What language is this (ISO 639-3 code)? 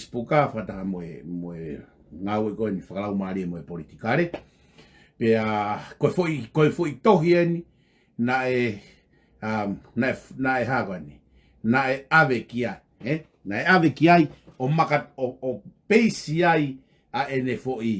ton